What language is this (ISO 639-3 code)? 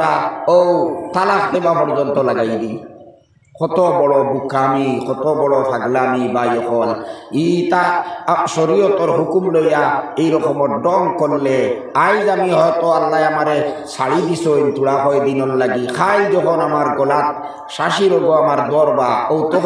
syl